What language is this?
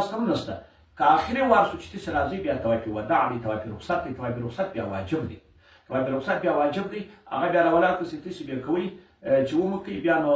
Pashto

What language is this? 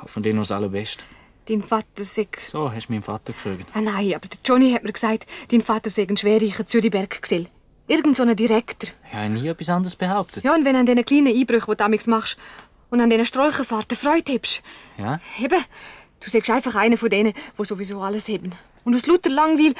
Swiss German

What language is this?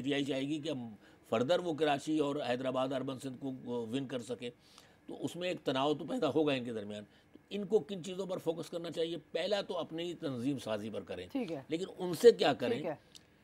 Urdu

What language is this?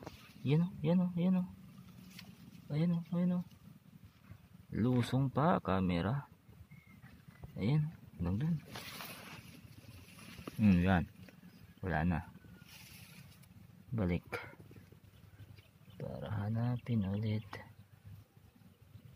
Filipino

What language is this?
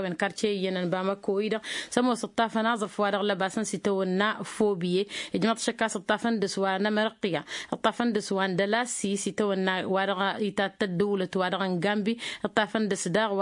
Tamasheq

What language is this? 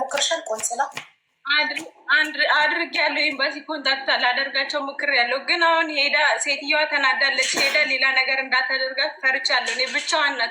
Amharic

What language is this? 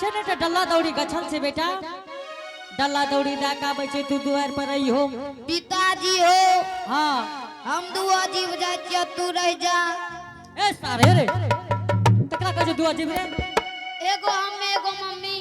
Angika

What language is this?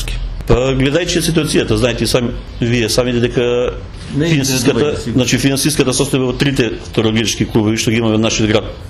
Macedonian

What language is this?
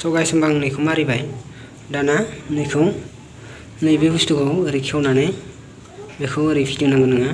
Bodo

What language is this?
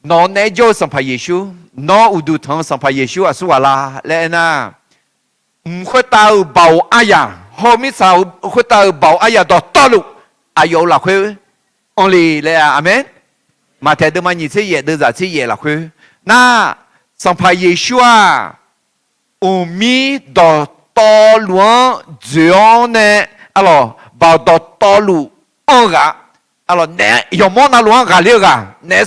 Akha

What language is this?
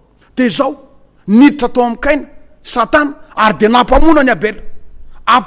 Malagasy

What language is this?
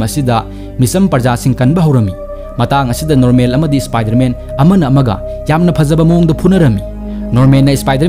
Manipuri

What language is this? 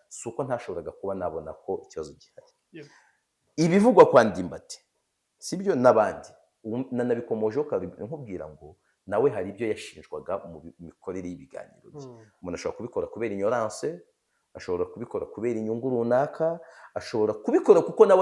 Kinyarwanda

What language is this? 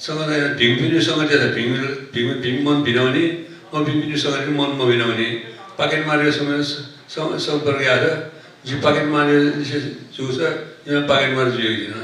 Newari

